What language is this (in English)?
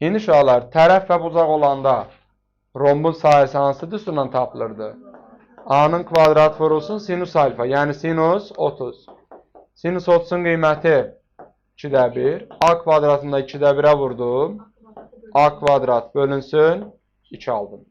Azerbaijani